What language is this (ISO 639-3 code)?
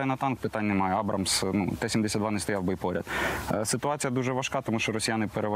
ukr